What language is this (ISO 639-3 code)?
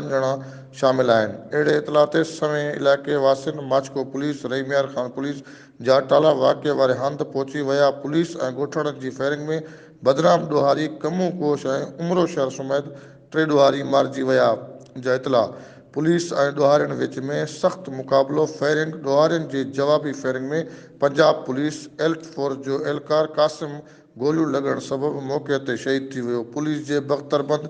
snd